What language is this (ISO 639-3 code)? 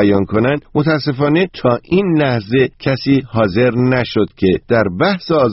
fas